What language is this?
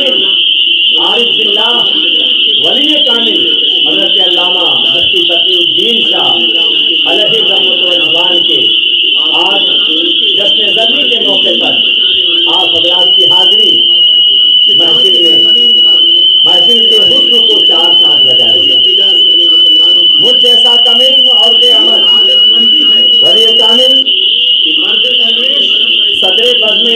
Urdu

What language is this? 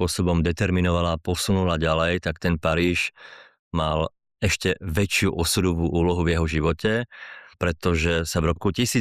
Slovak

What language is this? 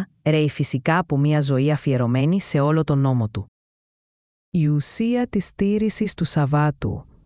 Greek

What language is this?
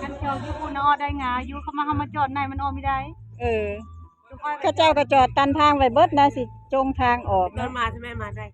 Northeastern Thai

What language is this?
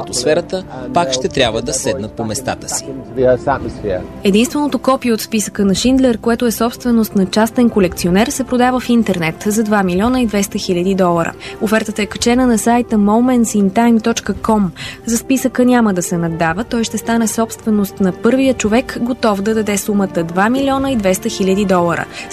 Bulgarian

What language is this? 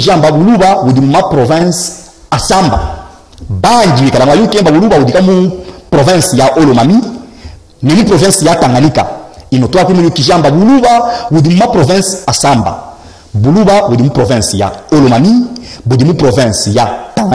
Luba-Katanga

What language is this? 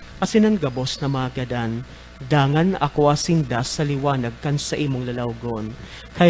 Bikol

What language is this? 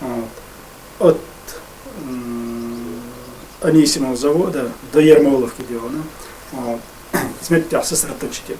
Chechen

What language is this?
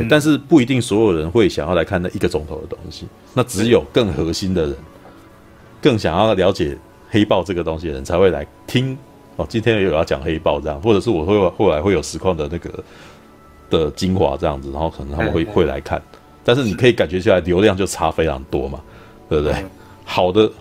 Chinese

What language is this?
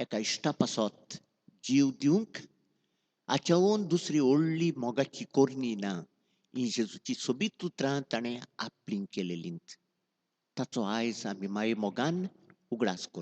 Konkani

